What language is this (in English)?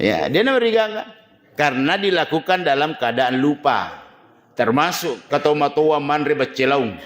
Buginese